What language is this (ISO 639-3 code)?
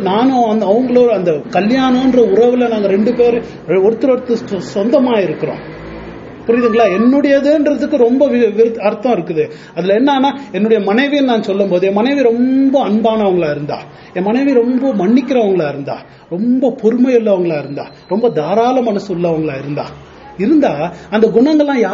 tam